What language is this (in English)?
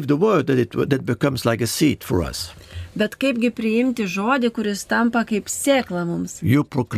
Lithuanian